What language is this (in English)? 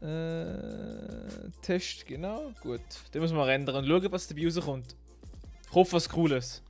Swiss German